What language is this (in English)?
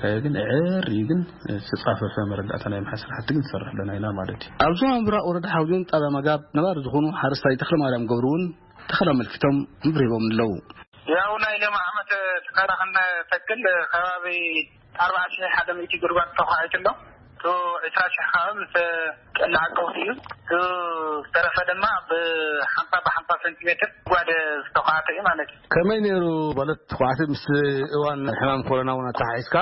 Tigrinya